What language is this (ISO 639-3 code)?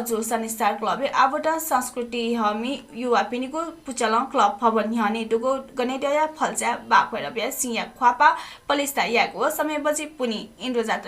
new